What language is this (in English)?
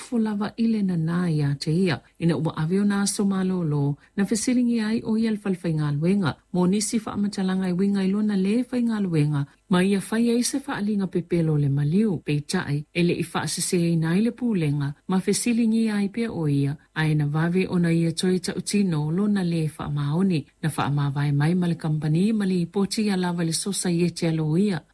Samoan